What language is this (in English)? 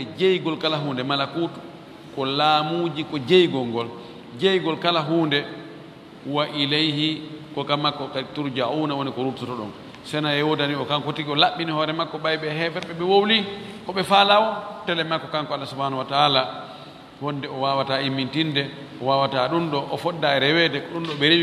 Fula